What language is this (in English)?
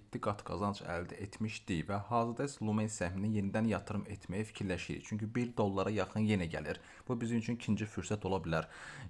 Azerbaijani